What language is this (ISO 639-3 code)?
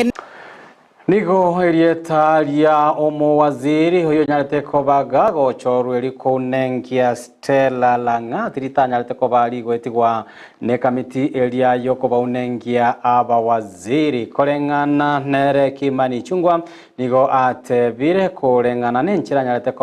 guz